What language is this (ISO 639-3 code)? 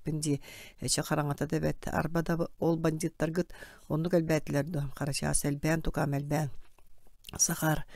sah